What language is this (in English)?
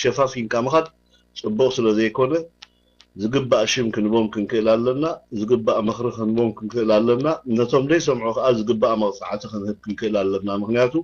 Tigrinya